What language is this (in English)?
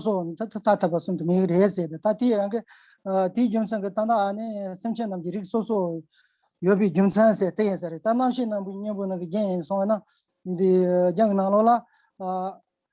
Tibetan